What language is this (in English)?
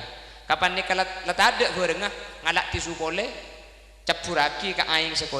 Madurese